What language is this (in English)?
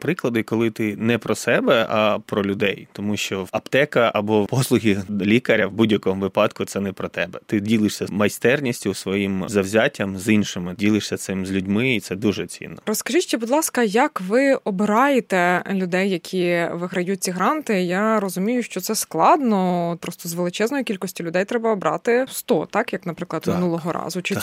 Ukrainian